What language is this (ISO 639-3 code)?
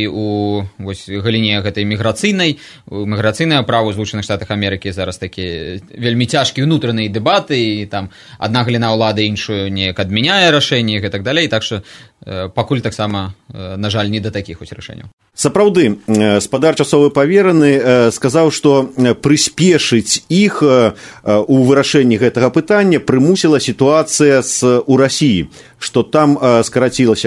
bel